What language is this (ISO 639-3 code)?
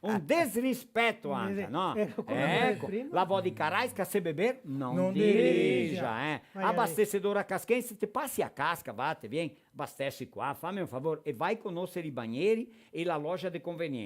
vec